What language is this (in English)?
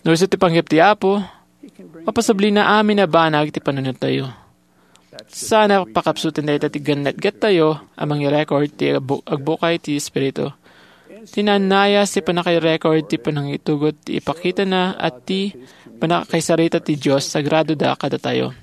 Iloko